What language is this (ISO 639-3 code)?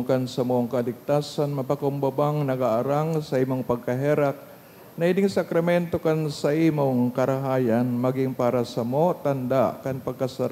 bik